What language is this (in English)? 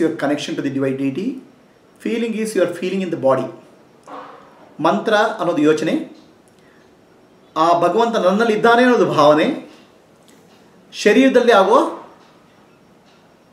Kannada